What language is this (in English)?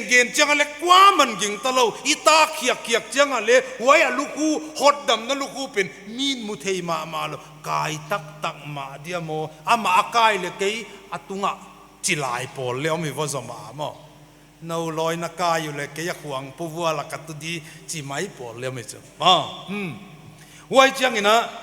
Paite Chin